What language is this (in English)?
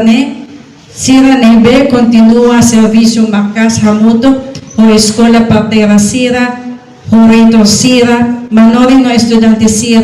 Tetum